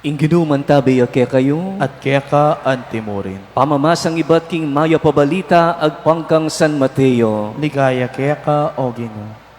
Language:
Pampanga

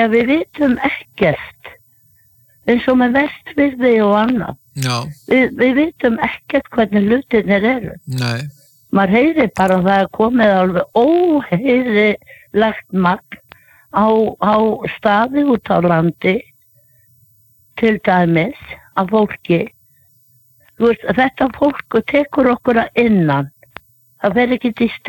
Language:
Icelandic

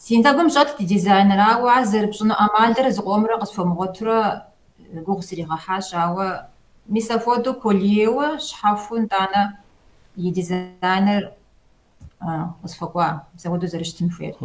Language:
Kabardian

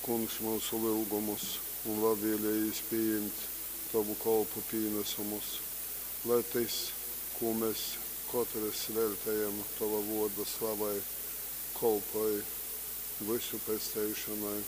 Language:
Latgalian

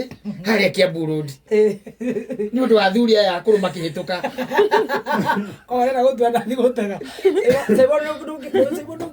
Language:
Kikuyu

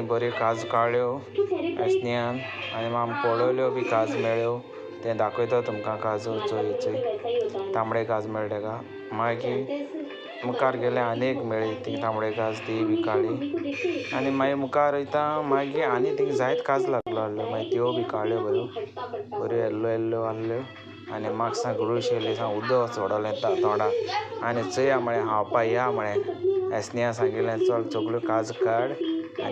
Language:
Konkani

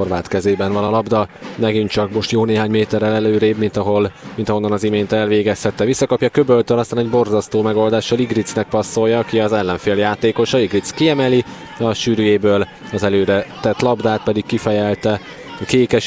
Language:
Hungarian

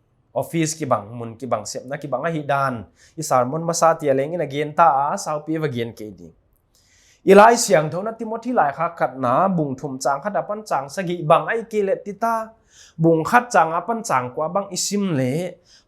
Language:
Paite Chin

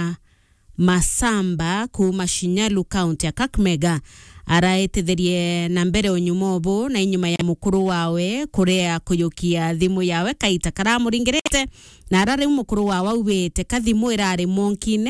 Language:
Meru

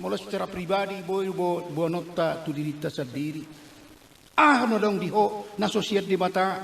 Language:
Batak Toba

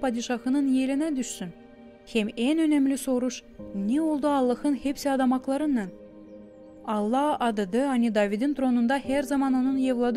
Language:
Gagauz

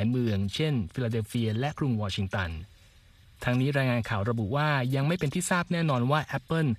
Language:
Thai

